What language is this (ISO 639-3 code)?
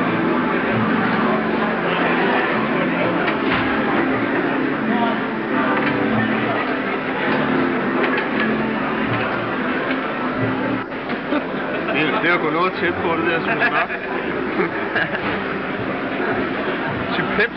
dan